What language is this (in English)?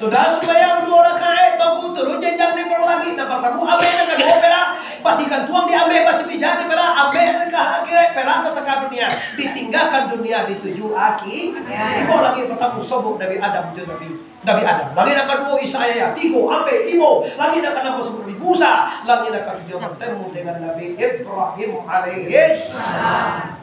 Minangkabau